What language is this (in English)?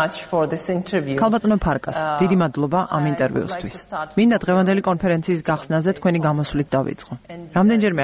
Georgian